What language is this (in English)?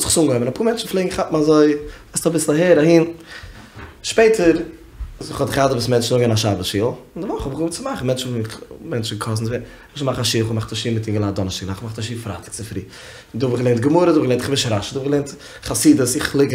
Yiddish